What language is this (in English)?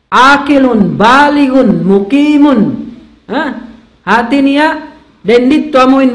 Tausug